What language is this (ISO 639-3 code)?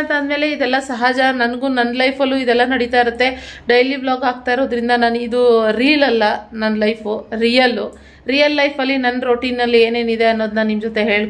kan